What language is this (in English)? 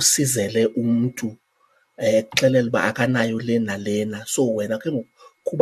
Xhosa